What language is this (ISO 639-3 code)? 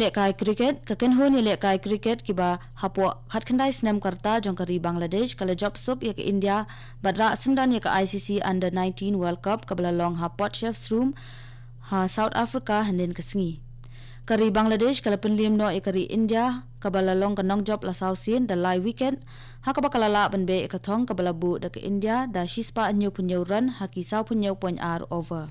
kha